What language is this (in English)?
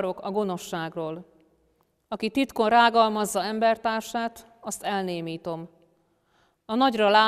Hungarian